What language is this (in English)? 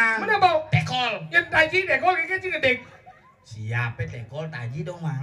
Balinese